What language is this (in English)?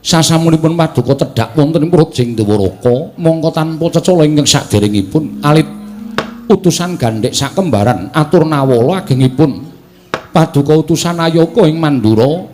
Javanese